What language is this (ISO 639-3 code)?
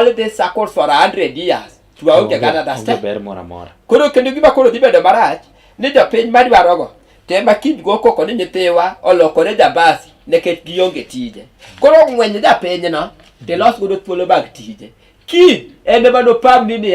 luo